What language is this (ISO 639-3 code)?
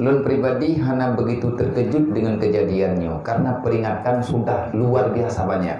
ace